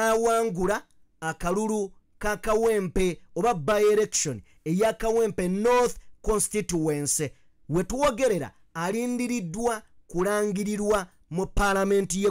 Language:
Ganda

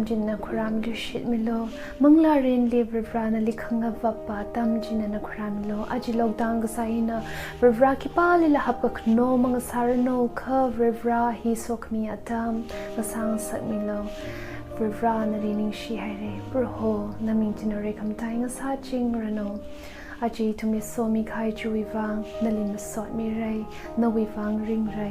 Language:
Tangkhul Naga (India)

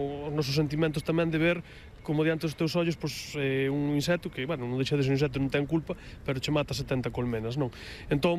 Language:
Galician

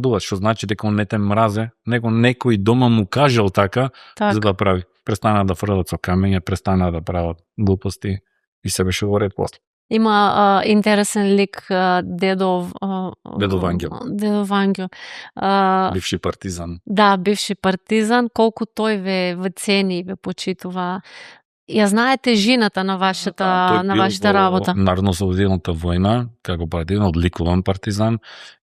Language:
Macedonian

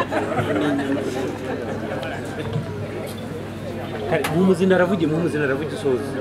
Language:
Kinyarwanda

